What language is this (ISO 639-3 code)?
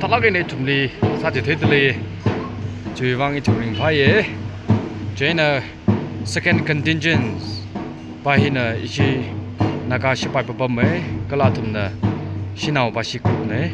nmf